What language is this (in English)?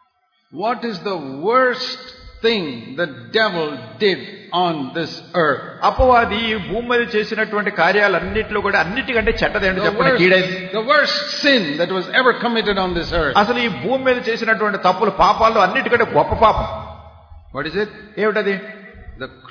Telugu